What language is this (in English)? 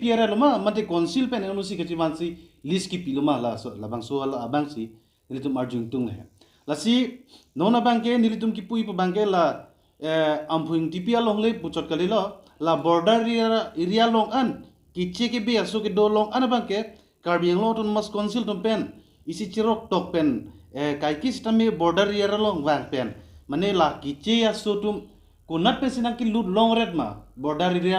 Karbi